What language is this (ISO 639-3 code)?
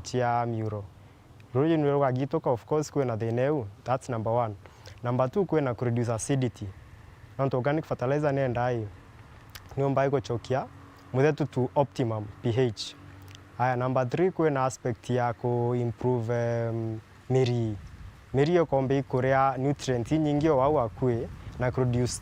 mer